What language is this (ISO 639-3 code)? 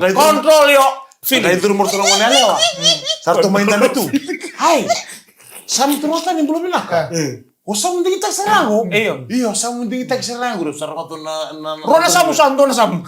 fij